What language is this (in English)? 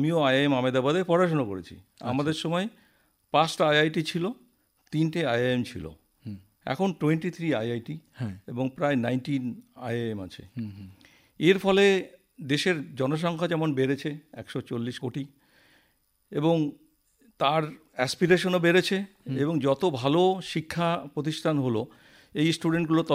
Bangla